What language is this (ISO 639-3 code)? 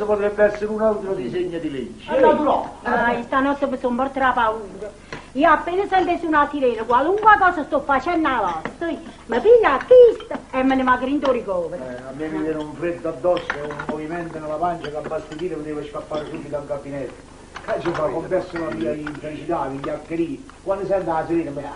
nap